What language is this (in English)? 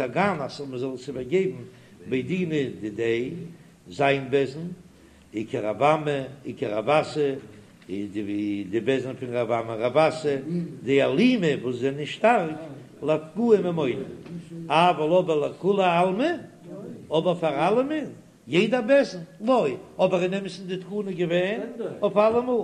Yiddish